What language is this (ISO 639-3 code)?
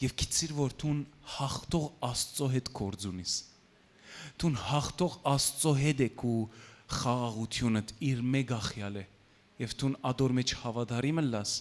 hyw